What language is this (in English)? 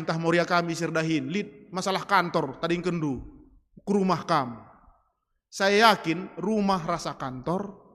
Batak Karo